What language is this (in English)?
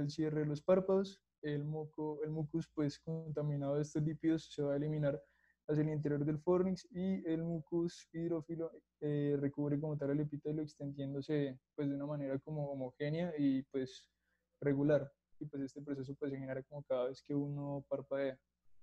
Spanish